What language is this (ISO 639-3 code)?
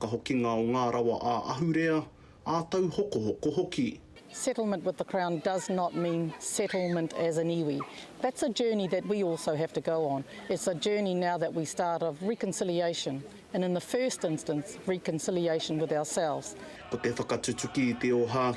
mri